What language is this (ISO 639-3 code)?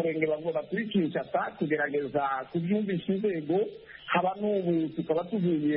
kin